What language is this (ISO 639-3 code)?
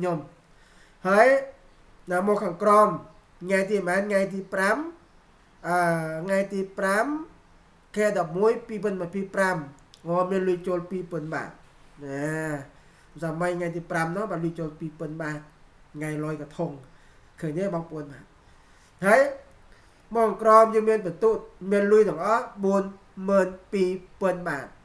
khm